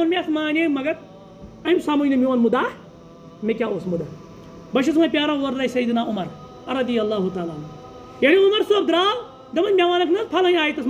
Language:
Kashmiri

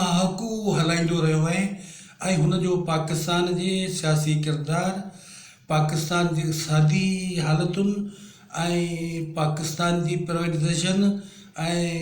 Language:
Sindhi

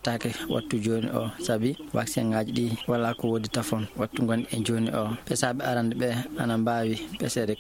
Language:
Fula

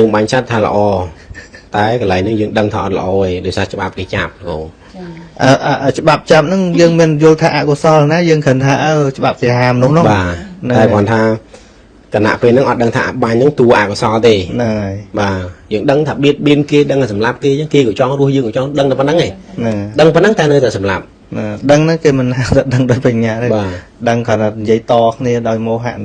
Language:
Khmer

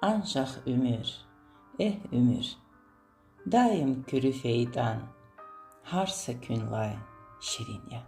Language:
Lezghian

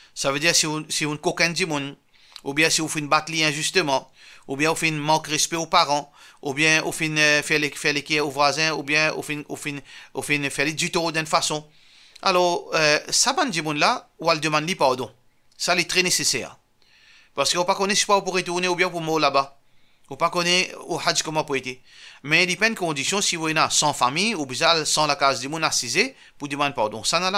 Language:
Morisyen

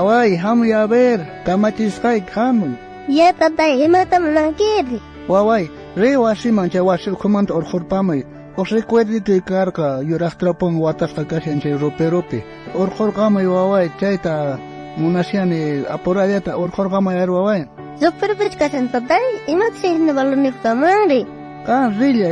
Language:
South Bolivian Quechua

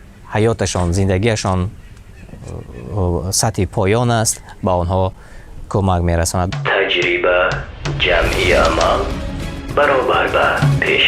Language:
Tajik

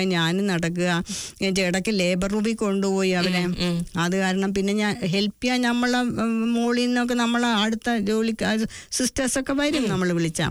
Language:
Malayalam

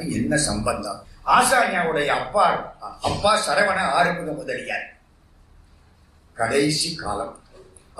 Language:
Tamil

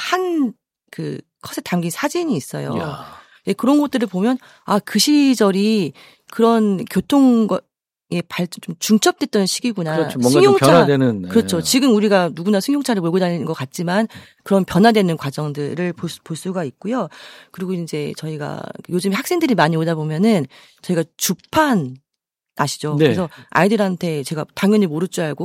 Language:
Korean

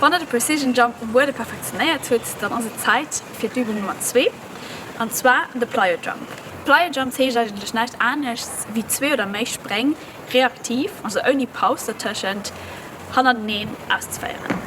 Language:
Luxembourgish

